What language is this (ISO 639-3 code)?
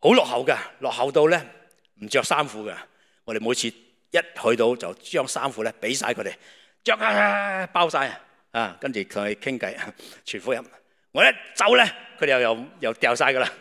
yue